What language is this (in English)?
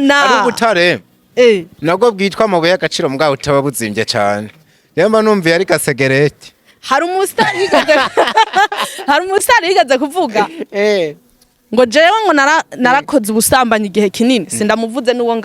Rundi